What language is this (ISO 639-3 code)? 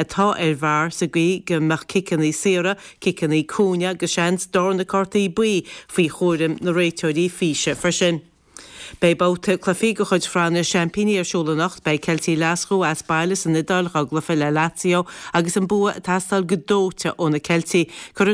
gle